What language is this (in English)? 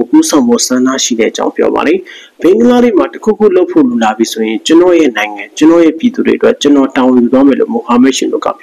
Burmese